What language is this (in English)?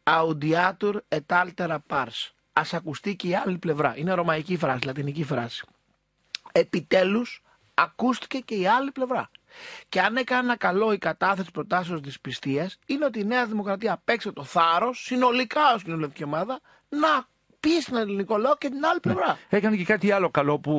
Greek